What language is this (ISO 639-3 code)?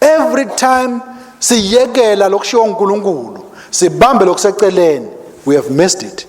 ssw